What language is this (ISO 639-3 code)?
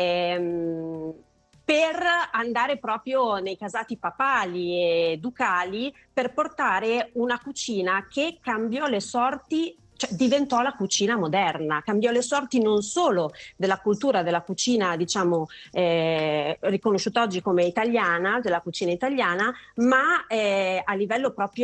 ita